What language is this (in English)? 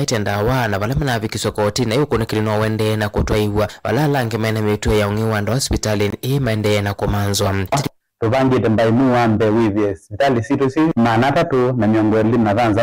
Kamba